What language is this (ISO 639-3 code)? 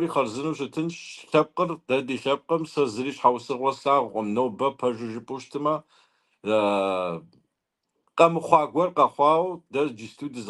kbd